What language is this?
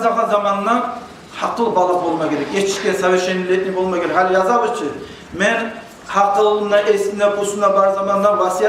Kumyk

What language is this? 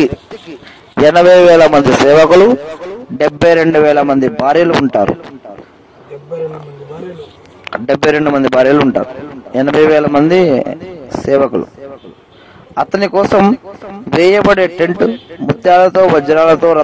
Telugu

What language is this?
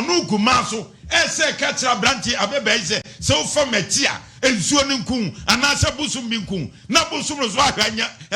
Akan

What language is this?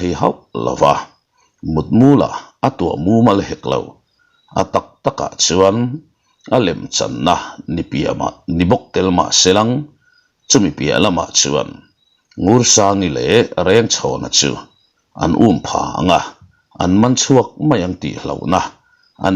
Mizo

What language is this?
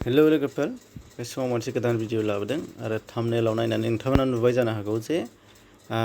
Bodo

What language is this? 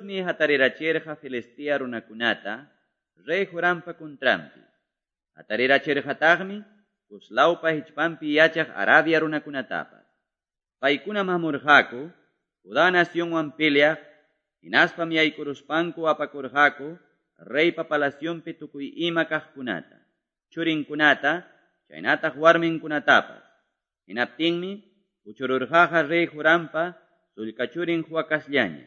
Quechua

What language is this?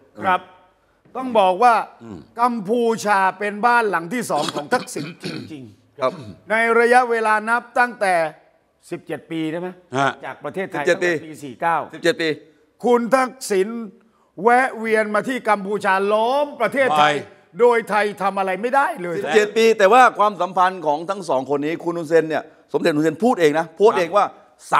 Thai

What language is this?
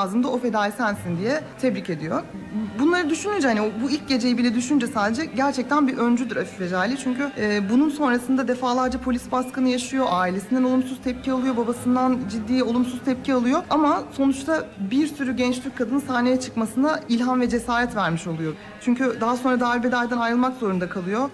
Turkish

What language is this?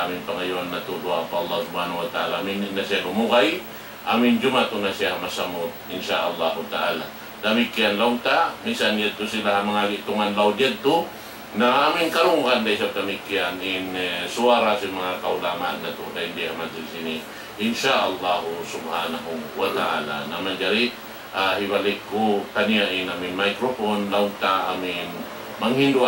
Tausug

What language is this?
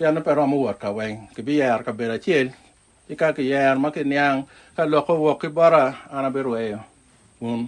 Acoli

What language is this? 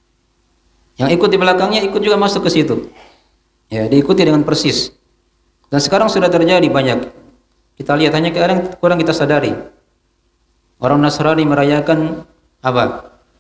Indonesian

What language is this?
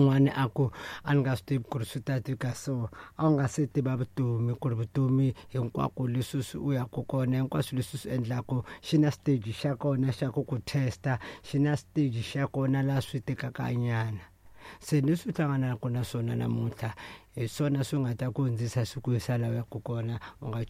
Tsonga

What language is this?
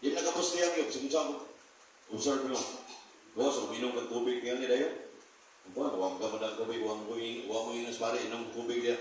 Cebuano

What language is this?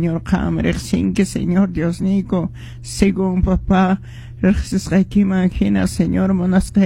Quechua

